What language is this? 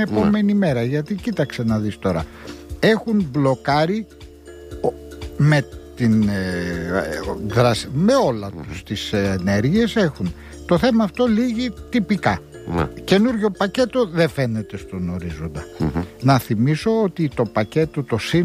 Greek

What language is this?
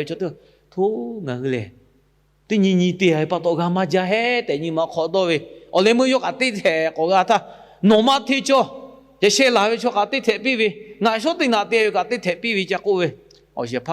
Lahu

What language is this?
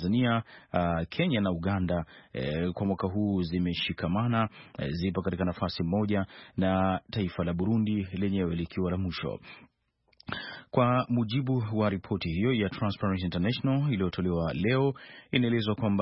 Swahili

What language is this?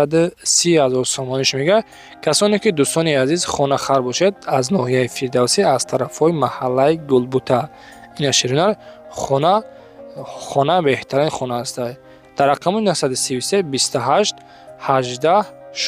Tajik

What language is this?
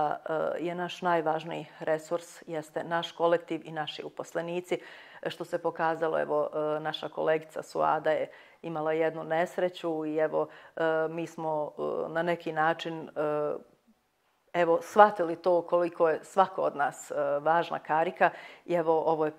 Bosnian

